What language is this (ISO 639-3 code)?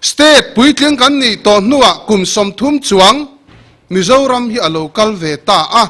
lus